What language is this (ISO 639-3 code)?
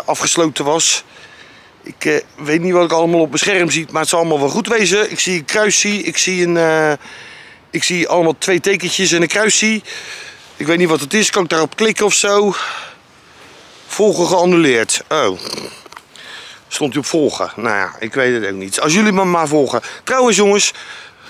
nld